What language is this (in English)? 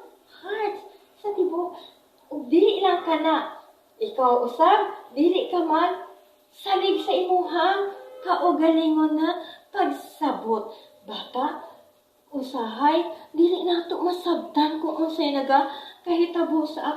Cebuano